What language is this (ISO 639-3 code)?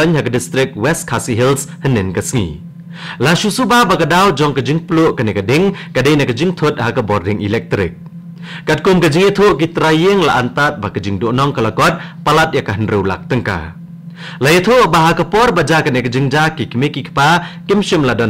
kha